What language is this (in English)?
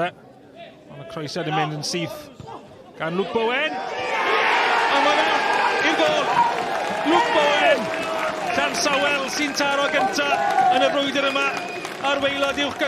Welsh